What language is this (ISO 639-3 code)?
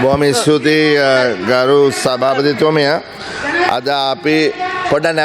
sin